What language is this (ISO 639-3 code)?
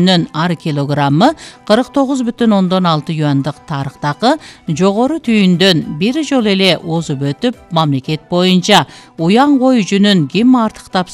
kir